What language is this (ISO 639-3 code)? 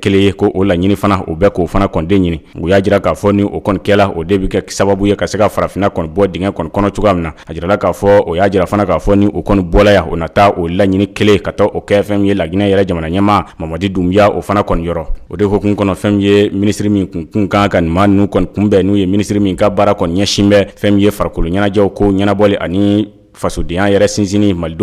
bam